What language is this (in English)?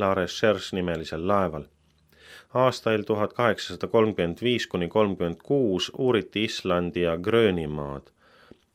Estonian